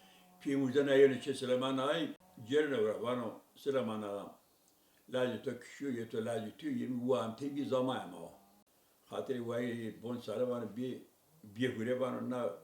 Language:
Zaza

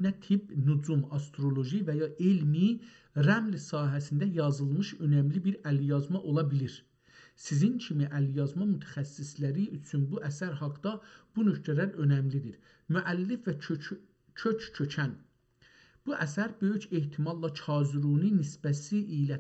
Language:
South Azerbaijani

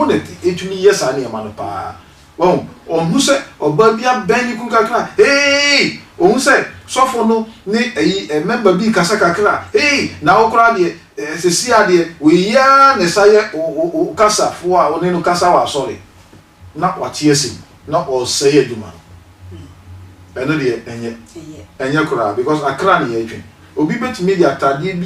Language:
Akan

